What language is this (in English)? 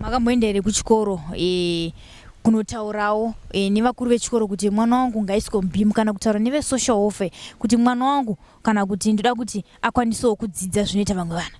Shona